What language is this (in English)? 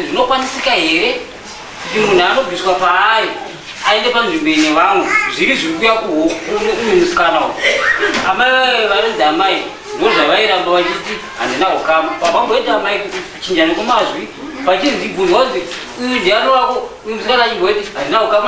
Shona